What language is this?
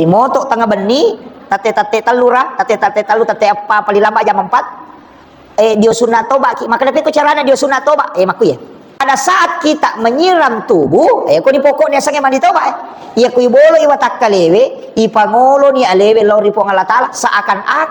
Buginese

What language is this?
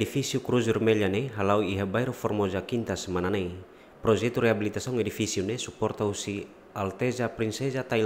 Tetum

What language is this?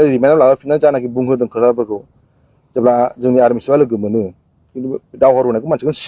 Bodo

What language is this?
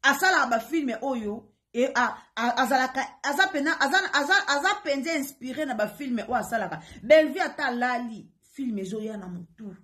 Lingala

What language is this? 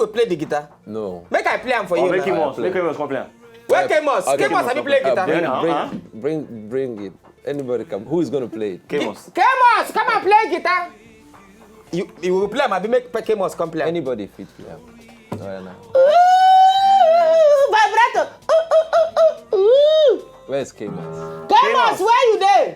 Nigerian Pidgin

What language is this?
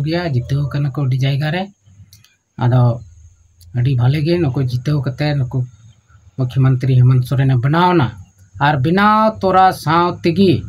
Santali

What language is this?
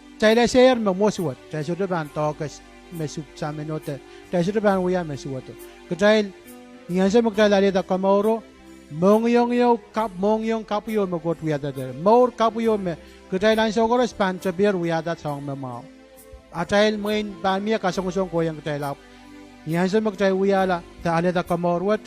Pohnpeian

